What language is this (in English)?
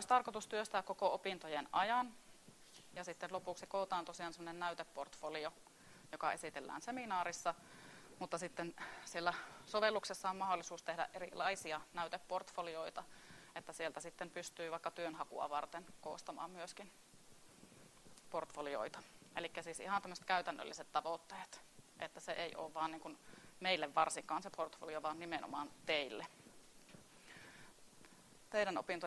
Finnish